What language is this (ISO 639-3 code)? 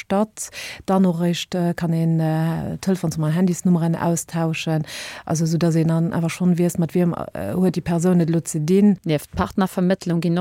ltz